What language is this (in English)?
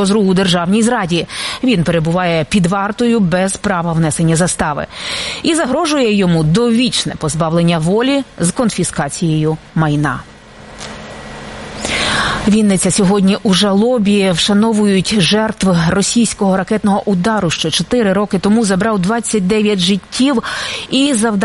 Ukrainian